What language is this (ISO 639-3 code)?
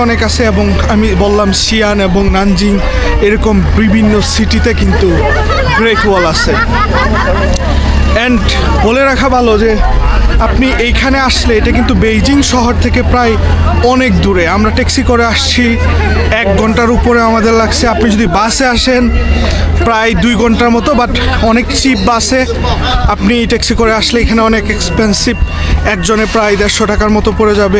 ben